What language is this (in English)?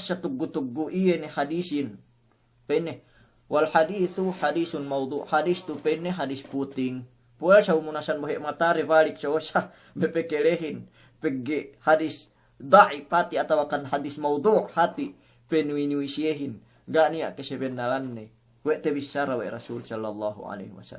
Yakan